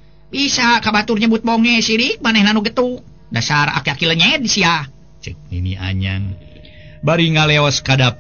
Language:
Sundanese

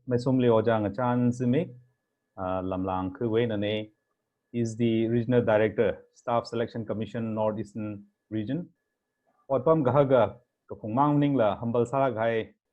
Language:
Tangkhul Naga (India)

